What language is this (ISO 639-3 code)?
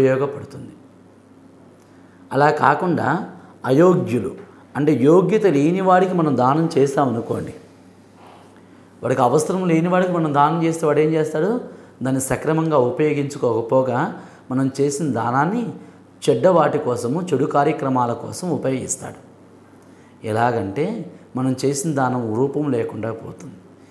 tel